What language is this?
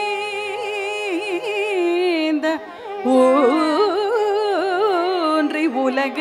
Tamil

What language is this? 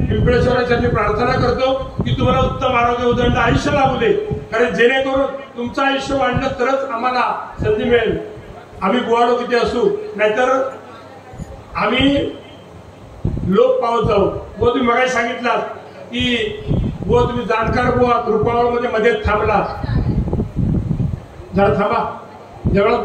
Marathi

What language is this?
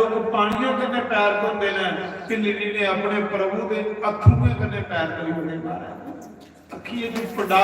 Dogri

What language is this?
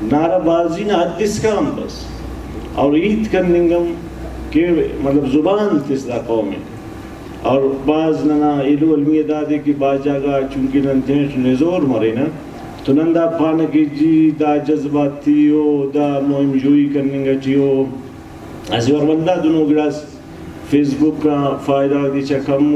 Brahui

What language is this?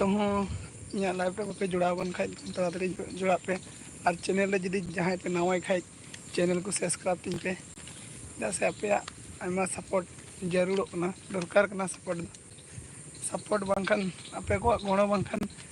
Santali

